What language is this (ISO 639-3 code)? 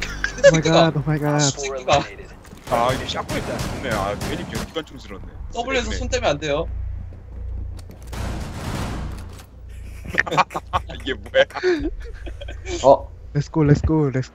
kor